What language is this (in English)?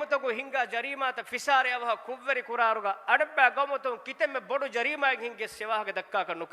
Divehi